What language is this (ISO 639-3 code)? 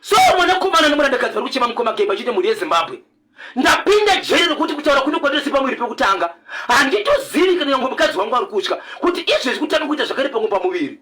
sna